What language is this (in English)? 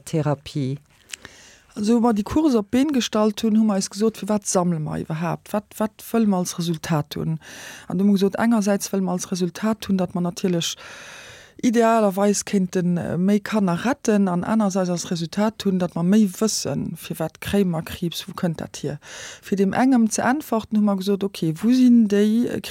Luxembourgish